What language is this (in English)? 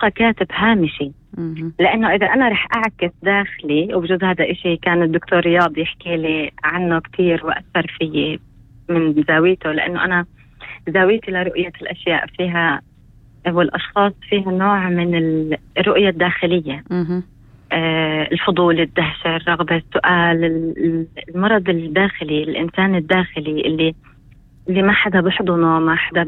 North Levantine Arabic